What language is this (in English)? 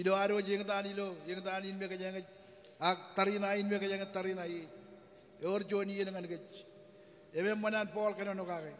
Marshallese